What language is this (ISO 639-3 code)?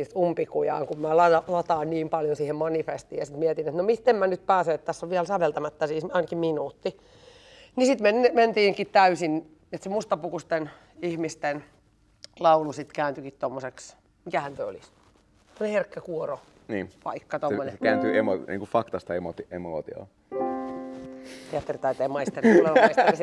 fin